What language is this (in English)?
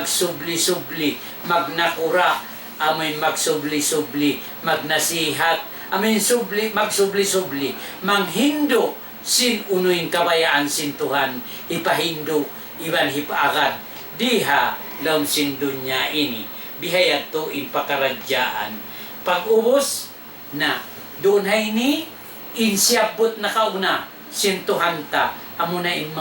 Tausug